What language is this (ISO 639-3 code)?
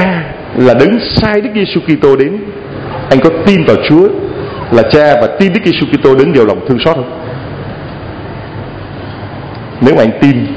vie